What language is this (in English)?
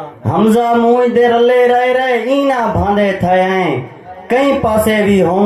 Saraiki